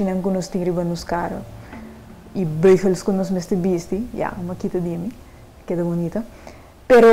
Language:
Papiamento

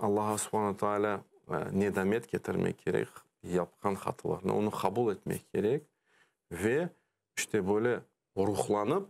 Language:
Crimean Tatar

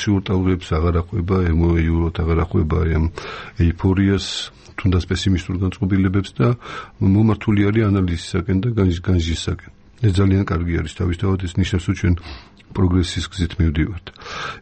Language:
Georgian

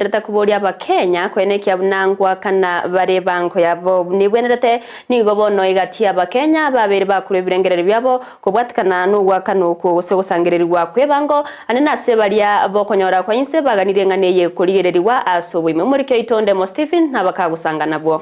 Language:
Gusii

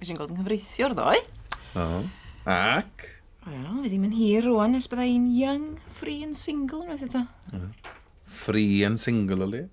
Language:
Welsh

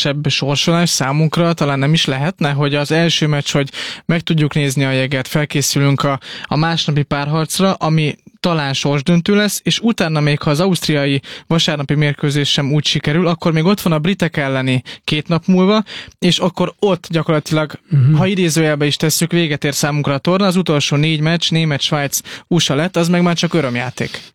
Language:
Hungarian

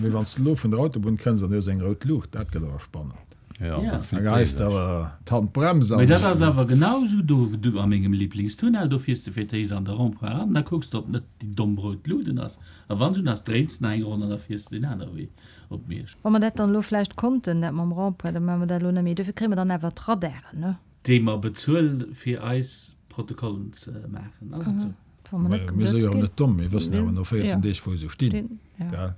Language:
Luxembourgish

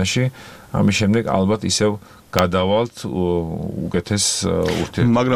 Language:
Georgian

